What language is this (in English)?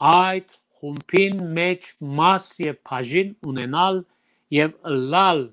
Western Armenian